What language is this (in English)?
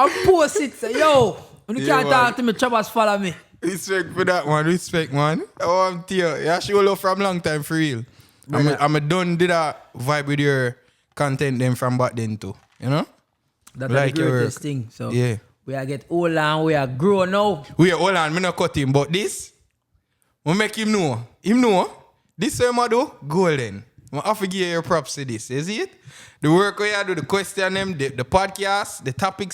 Jamaican Creole English